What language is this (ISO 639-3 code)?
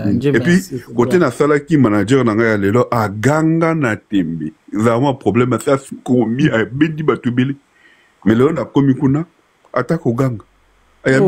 lin